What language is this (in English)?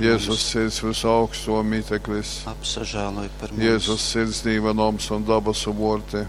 Latgalian